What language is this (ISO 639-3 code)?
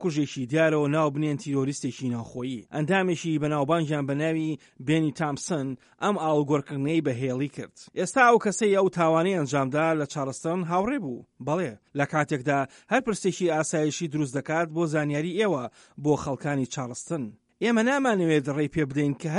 ckb